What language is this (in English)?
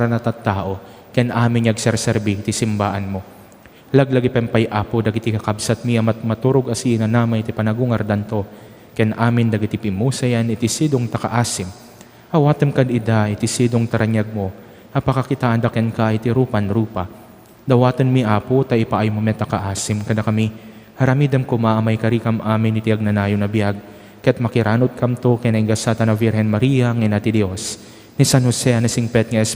Iloko